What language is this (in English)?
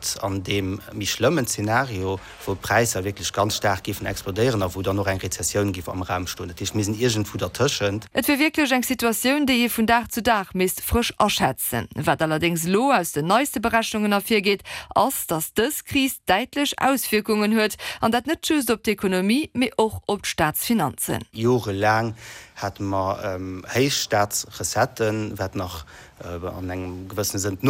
Luxembourgish